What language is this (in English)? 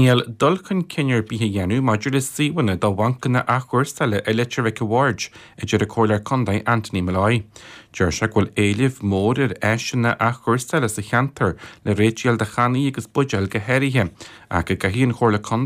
Irish